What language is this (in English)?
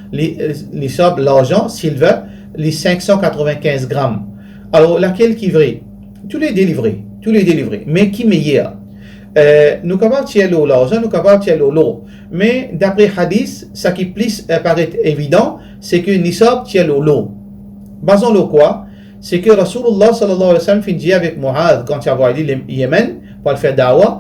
Morisyen